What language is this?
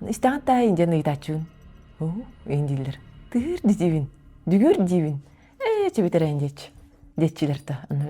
Yakut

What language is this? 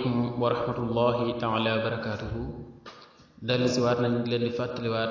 Wolof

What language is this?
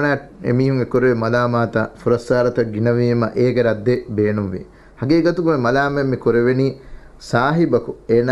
Divehi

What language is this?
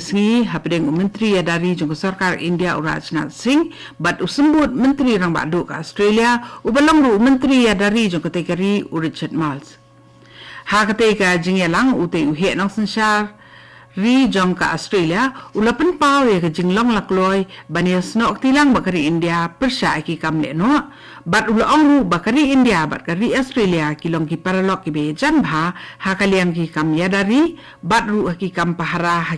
Khasi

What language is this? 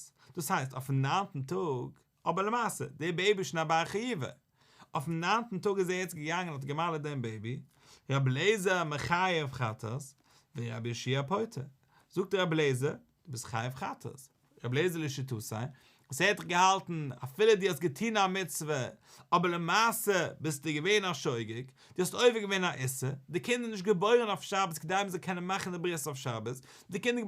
Yiddish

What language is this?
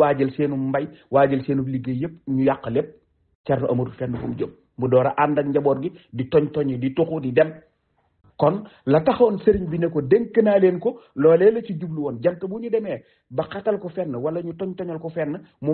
Wolof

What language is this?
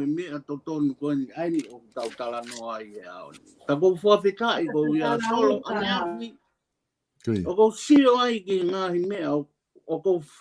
Tongan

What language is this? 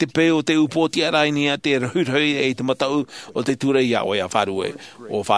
Tahitian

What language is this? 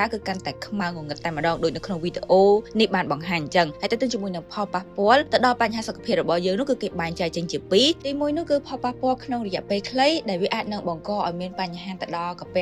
Khmer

